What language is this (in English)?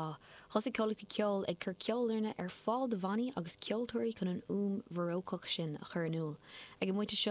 Irish